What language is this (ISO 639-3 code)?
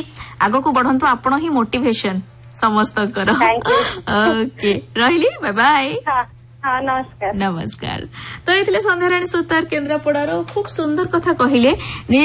ori